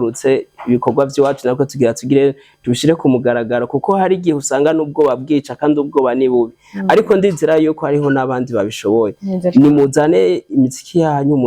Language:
Rundi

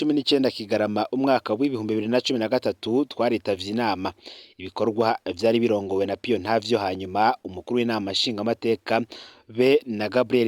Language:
Rundi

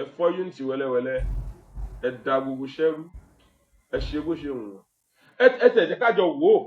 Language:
Yoruba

